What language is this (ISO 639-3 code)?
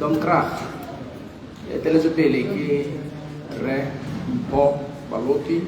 tsn